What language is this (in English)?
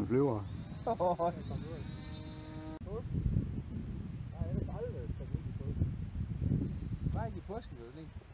Danish